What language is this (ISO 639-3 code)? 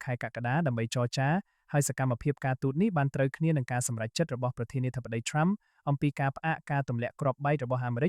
khm